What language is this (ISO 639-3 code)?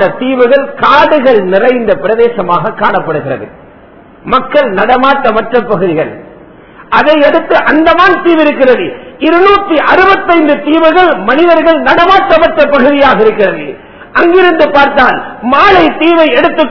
tam